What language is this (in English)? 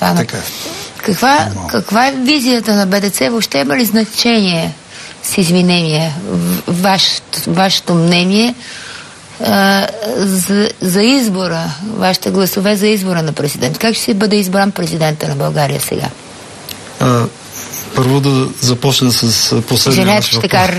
Bulgarian